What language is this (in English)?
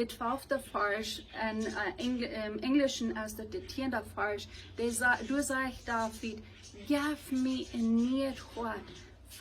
Plautdietsch